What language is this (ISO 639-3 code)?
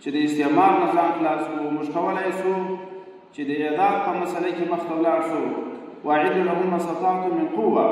pus